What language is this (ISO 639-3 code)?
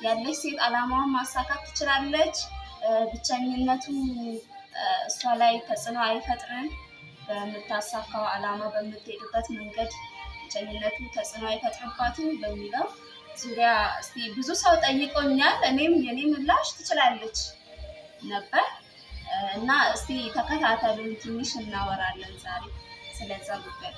amh